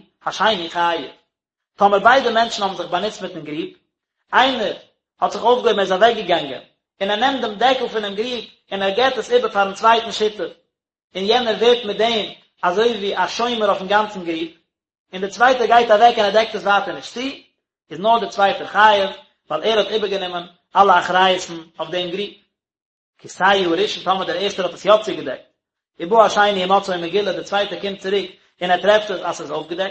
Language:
Yiddish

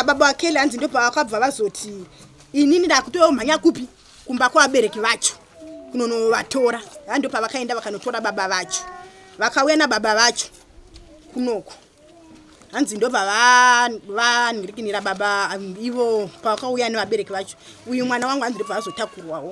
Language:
Shona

